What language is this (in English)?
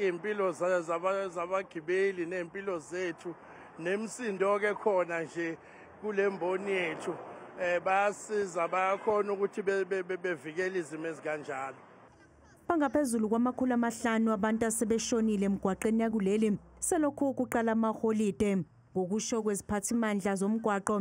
Zulu